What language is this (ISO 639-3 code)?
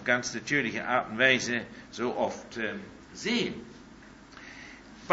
deu